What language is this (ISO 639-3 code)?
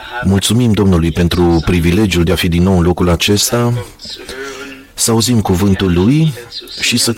ron